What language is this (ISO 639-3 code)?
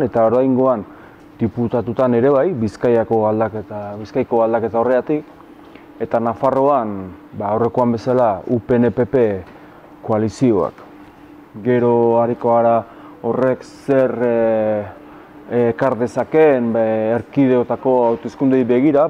eus